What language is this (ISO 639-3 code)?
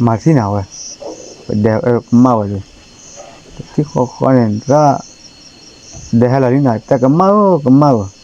ksw